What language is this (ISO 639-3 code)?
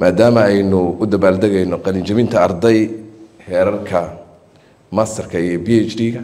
som